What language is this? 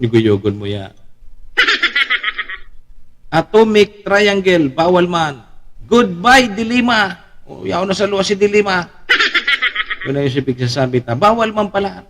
Bikol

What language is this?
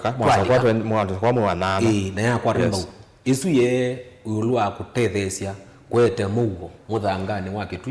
Kamba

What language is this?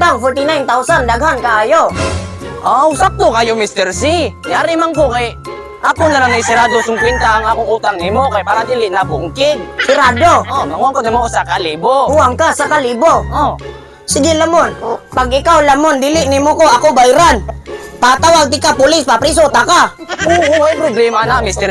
Cebuano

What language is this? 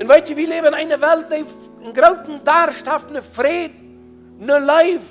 Plautdietsch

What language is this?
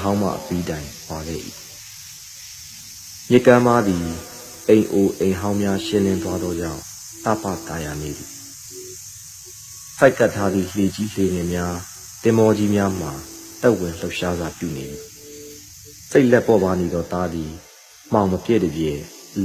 Burmese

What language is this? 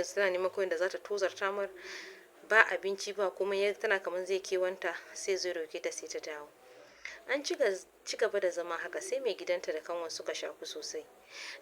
Hausa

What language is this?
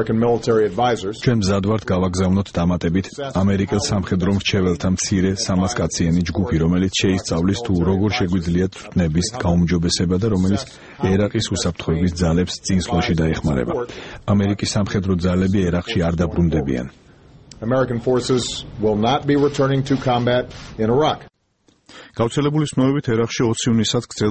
Georgian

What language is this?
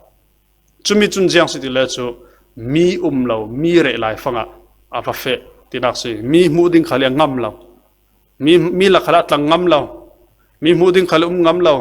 Falam Chin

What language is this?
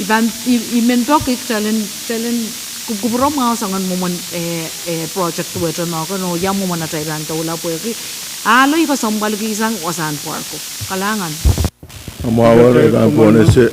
Pohnpeian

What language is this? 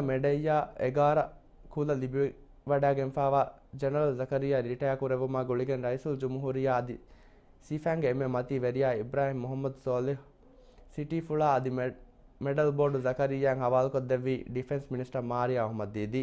Divehi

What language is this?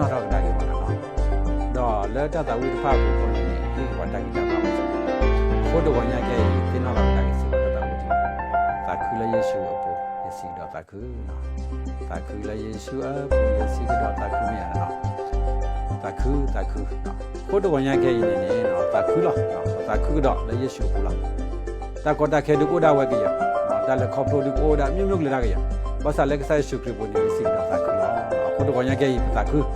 S'gaw Karen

